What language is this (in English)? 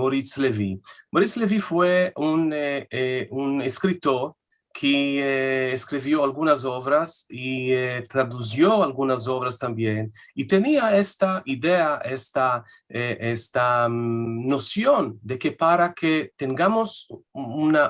Ladino